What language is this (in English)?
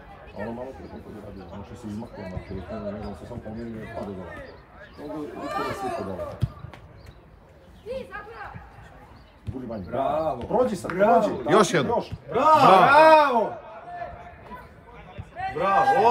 Serbian